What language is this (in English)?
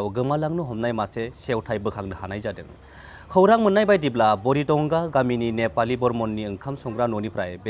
Bodo